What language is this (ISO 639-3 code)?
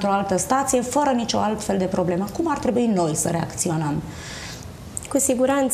ron